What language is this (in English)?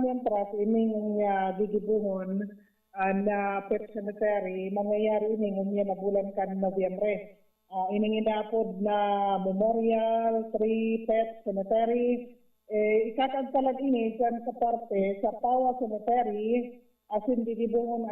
Bikol